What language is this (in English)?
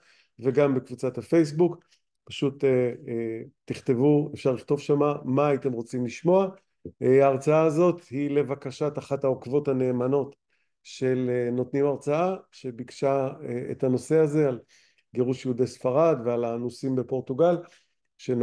Hebrew